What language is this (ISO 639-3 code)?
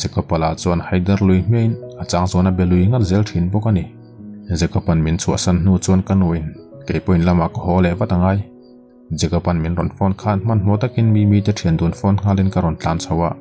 lus